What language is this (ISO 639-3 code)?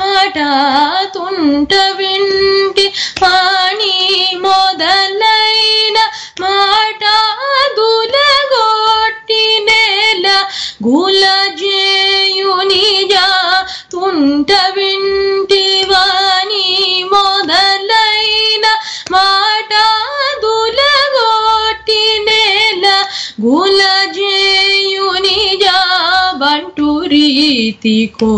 tel